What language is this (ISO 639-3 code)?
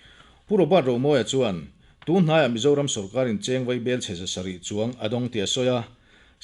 lus